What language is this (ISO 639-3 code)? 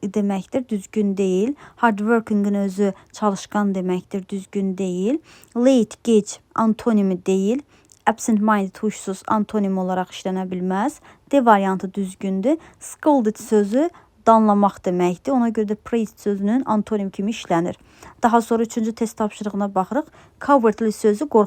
aze